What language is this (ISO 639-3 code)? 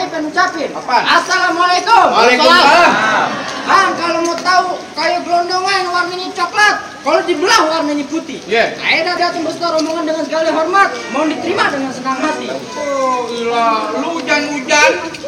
bew